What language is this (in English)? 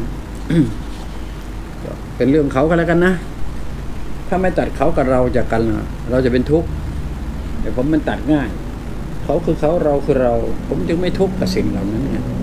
Thai